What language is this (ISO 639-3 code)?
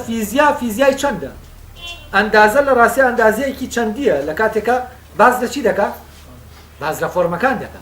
ckb